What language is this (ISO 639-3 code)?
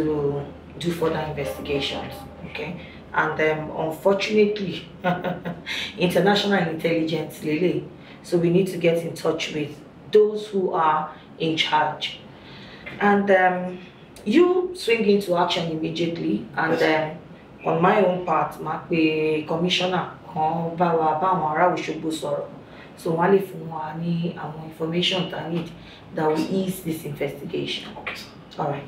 yor